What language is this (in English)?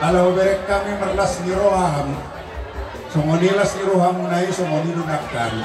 Batak Toba